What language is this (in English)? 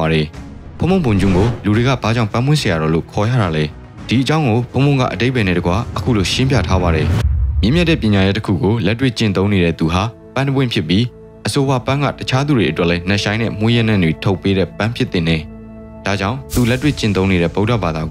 Burmese